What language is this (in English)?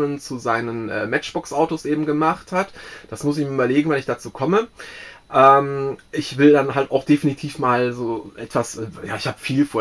German